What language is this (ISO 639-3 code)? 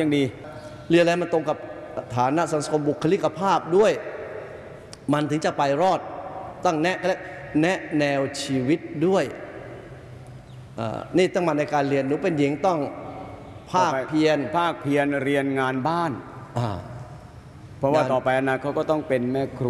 tha